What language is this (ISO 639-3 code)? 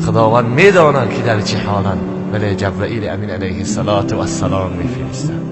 tgk